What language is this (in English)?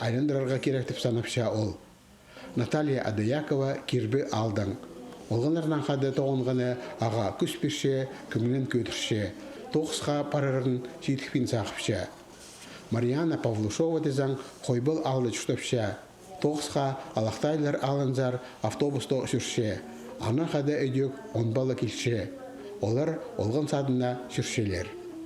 Khakas